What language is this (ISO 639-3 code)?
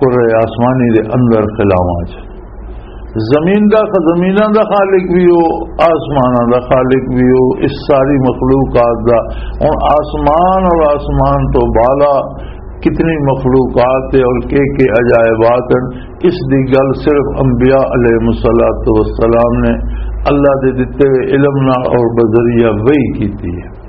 lah